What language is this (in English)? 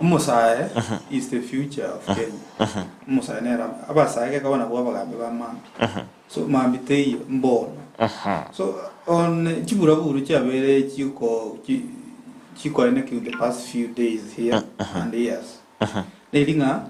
Gusii